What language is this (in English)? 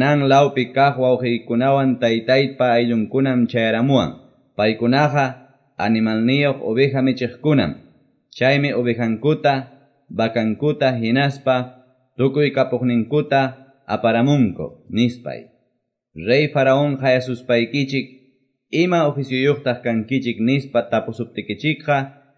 Quechua